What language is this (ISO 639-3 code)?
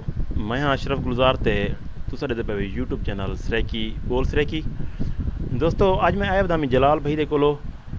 skr